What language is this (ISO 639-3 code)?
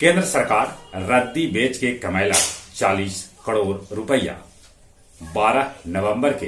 mag